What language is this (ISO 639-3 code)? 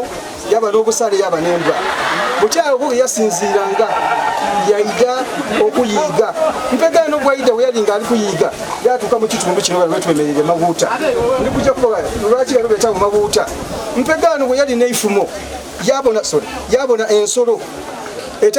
xog